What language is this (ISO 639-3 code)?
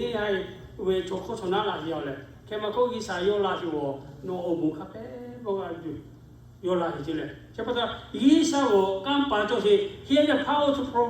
lhu